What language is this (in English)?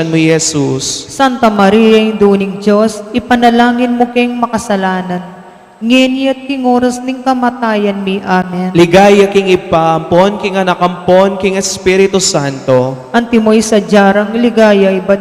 Pampanga